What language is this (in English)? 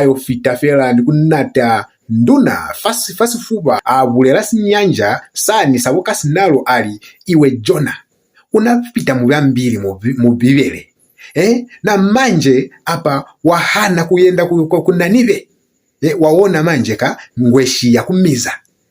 Lozi